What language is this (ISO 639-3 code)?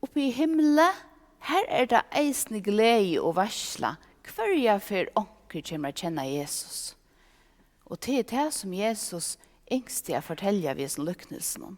fao